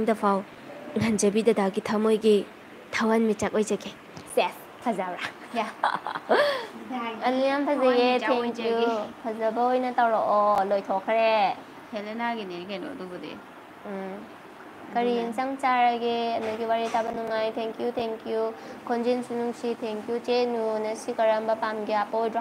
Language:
Manipuri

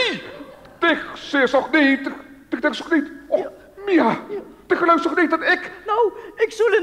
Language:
Limburgish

